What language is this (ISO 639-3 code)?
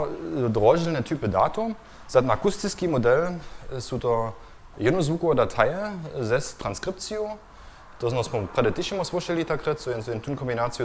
hsb